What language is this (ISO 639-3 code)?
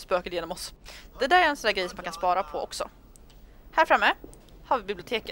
swe